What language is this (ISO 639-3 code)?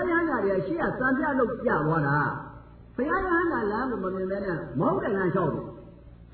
mya